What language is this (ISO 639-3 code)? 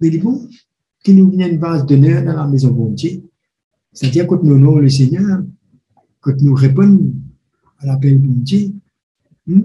mfe